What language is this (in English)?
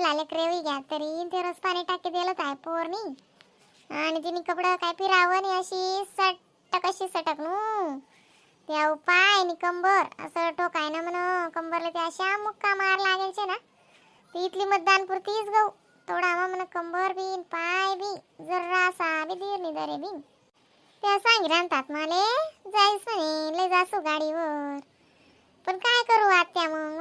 Khandesi